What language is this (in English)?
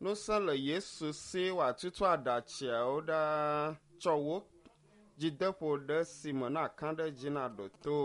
Ewe